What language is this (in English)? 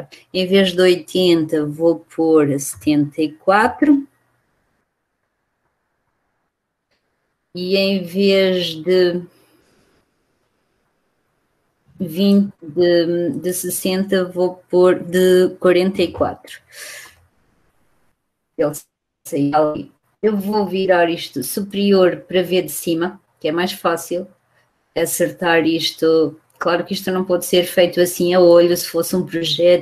Portuguese